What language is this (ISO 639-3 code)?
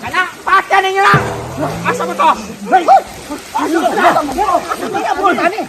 ceb